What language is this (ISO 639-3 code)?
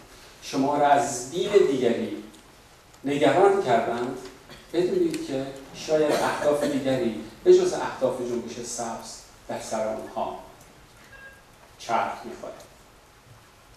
fas